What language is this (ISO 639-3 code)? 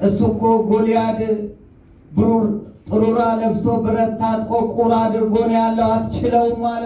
amh